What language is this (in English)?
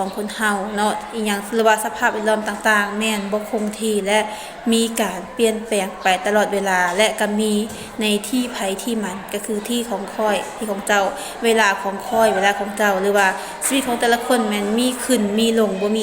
Lao